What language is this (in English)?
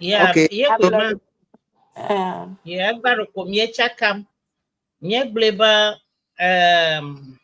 Ewe